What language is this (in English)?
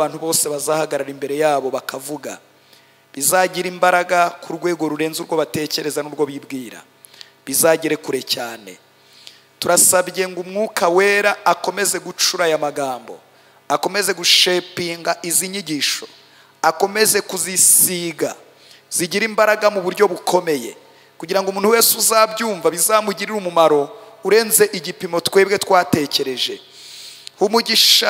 Kinyarwanda